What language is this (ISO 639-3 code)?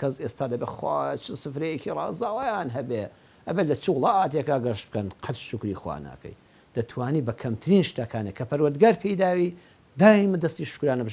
ckb